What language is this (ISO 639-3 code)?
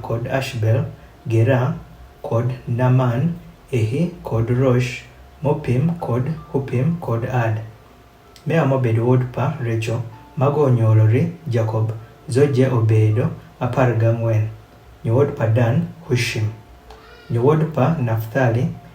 adh